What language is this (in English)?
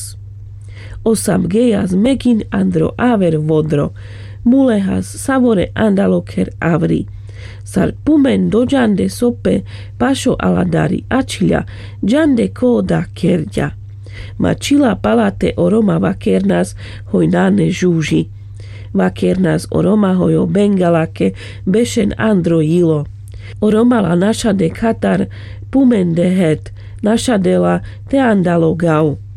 Carpathian Romani